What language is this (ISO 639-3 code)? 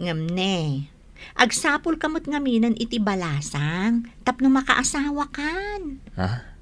ilo